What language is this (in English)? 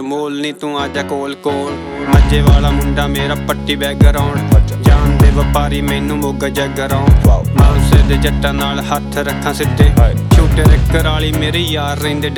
Punjabi